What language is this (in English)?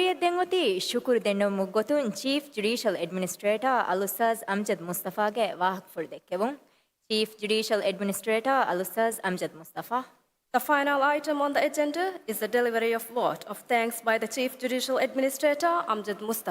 Divehi